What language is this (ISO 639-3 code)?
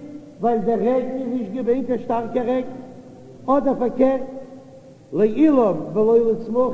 yid